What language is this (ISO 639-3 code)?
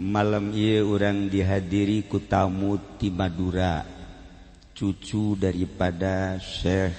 sun